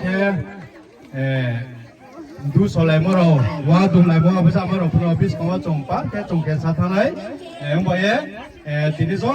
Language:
Riang (India)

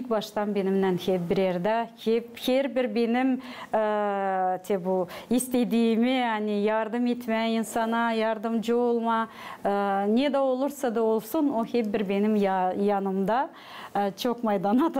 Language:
Gagauz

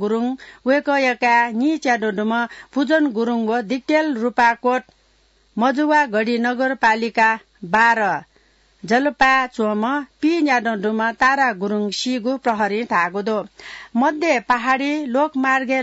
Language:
Newari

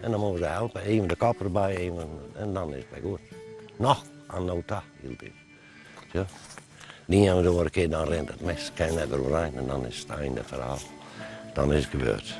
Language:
Western Frisian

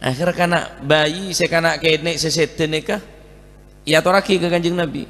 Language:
Madurese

